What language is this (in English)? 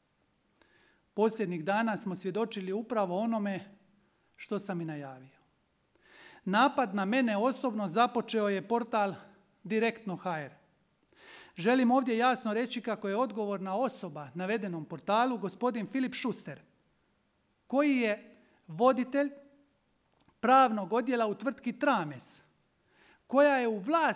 Croatian